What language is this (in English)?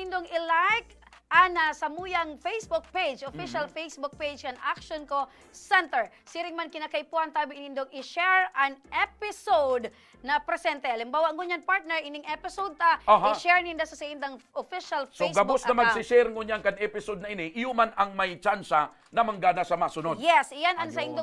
Bikol